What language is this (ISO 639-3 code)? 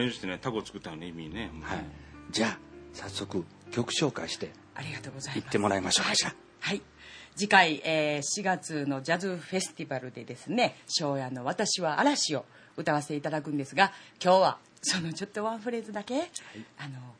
jpn